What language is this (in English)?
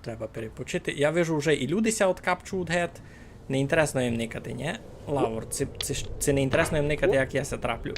Rusyn